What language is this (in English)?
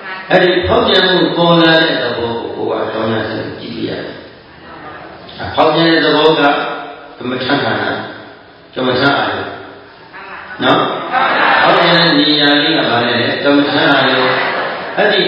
Burmese